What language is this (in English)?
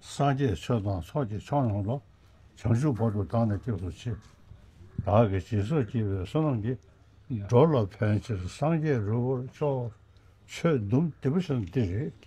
Tibetan